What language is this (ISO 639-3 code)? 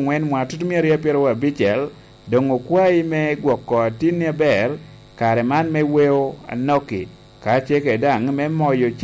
laj